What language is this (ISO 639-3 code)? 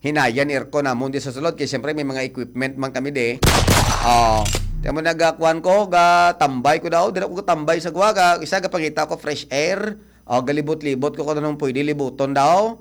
hil